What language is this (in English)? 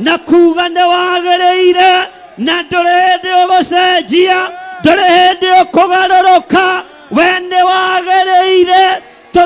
Kikuyu